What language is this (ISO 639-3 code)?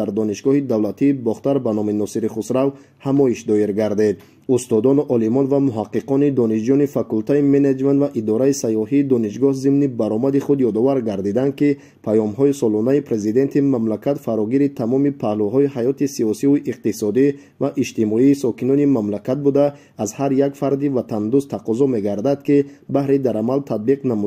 tgk